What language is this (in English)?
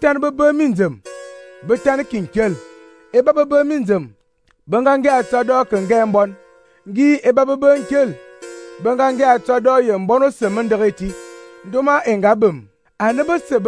Fang